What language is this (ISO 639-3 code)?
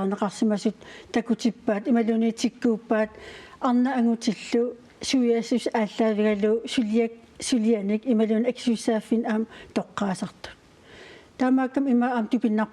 kal